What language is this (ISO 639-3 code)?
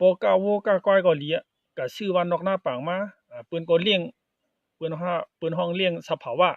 shn